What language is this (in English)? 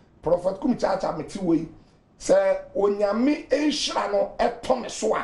Akan